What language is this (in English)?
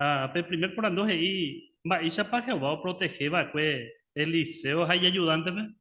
Guarani